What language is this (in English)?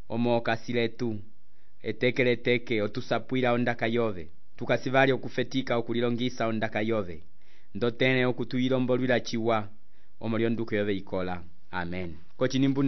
Umbundu